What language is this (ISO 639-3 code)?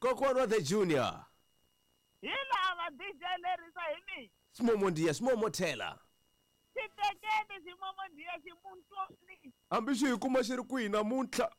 tso